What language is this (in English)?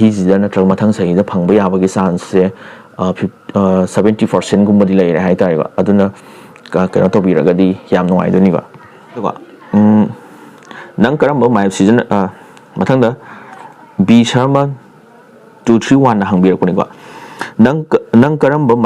Manipuri